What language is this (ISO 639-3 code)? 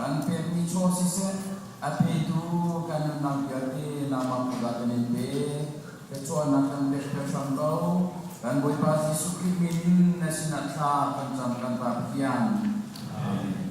cnh